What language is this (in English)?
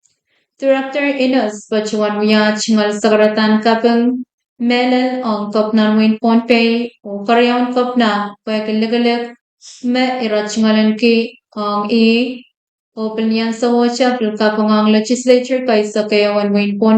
Pohnpeian